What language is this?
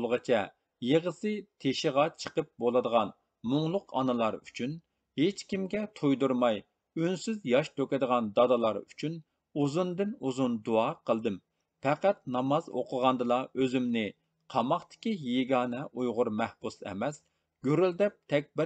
Uyghur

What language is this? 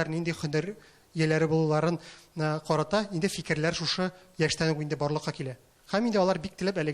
Tatar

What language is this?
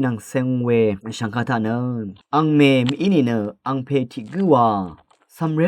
Rawang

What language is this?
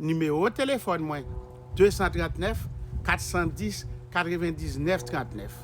Haitian Creole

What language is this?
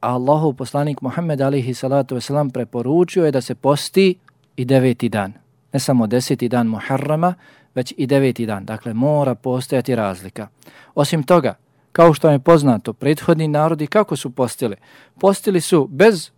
Bosnian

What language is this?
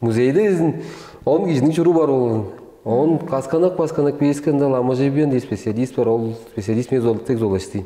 Tuvinian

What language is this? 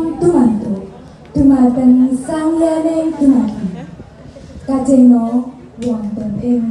Javanese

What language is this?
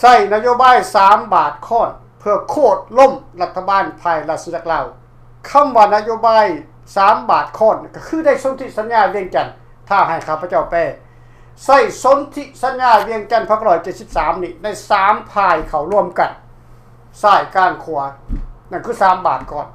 Lao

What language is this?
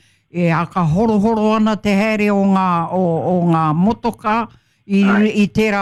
Māori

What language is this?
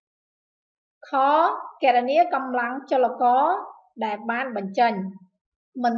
Khmer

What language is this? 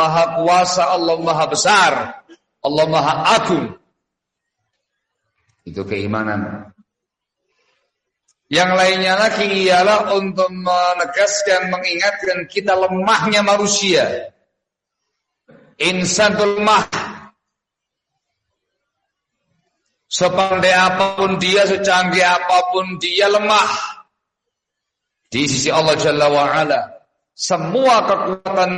Indonesian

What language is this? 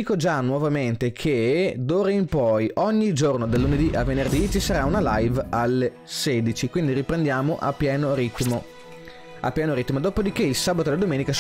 Italian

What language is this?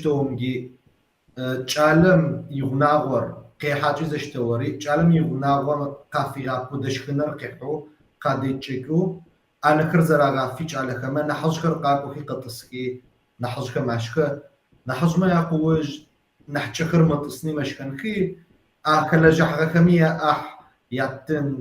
Kabardian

